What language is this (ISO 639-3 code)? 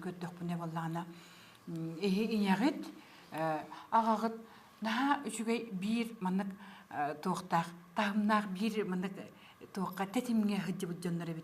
sah